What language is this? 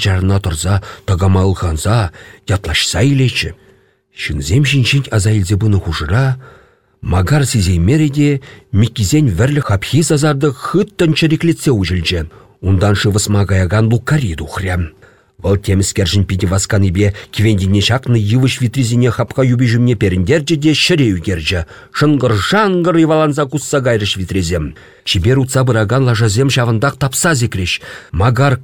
Chuvash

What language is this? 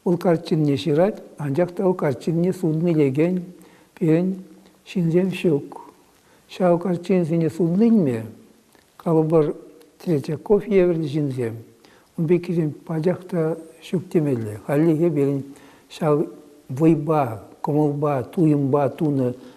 Chuvash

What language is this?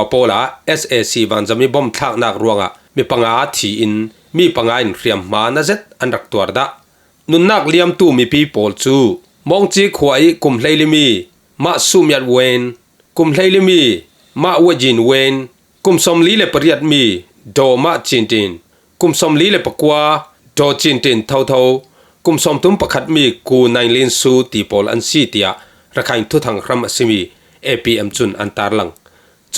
Falam Chin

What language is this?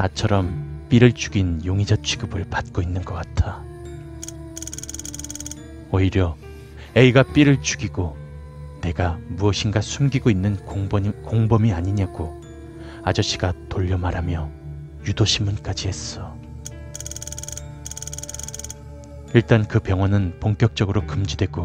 Korean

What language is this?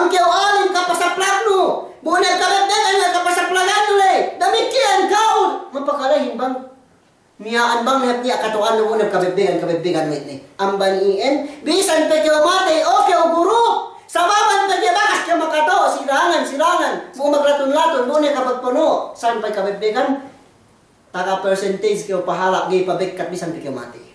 Yakan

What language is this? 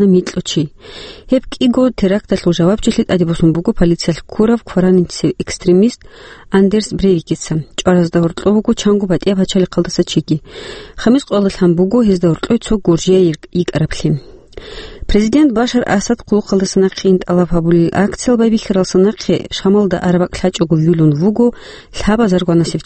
Avaric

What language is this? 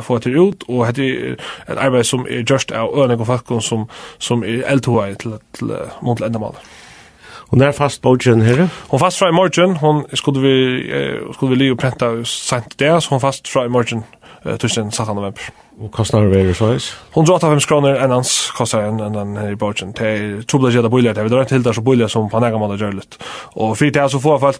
Faroese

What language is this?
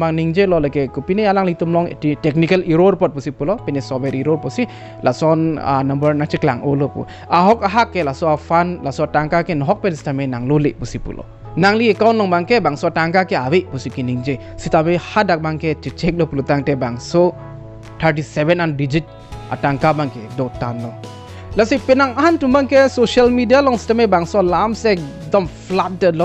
Karbi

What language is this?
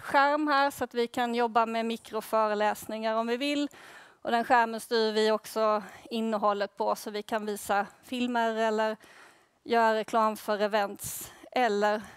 Swedish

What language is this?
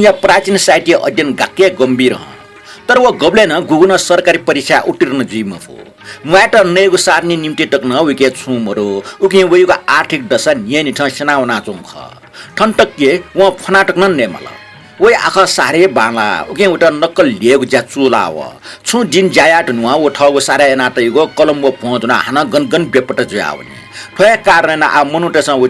Newari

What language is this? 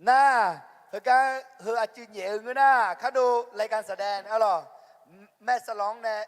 Akha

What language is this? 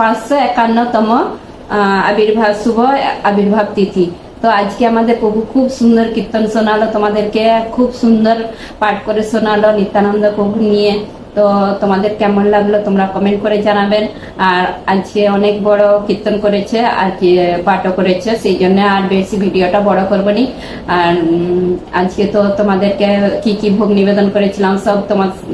Bangla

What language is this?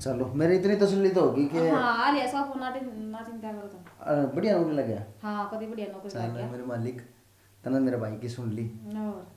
Haryanvi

